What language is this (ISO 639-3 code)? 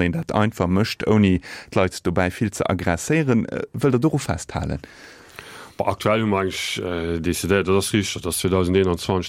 ltz